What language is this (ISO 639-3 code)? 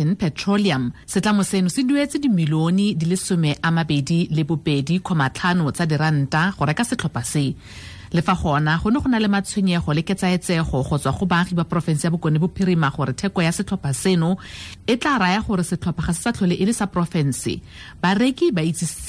tsn